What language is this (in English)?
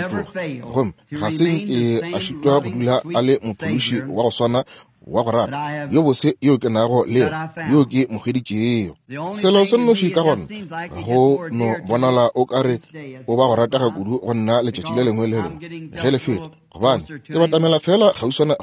Northern Sotho